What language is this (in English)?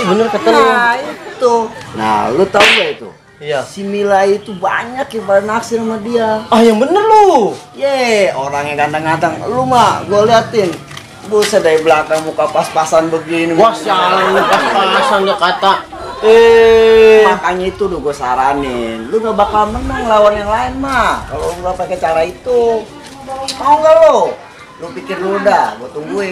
Betawi